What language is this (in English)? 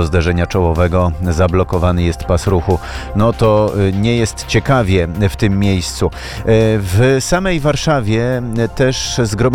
Polish